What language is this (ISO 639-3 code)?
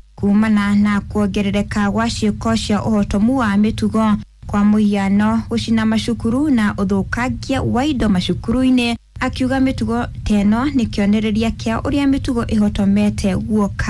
kik